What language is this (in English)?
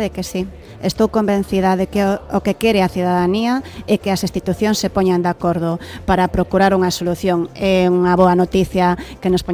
Galician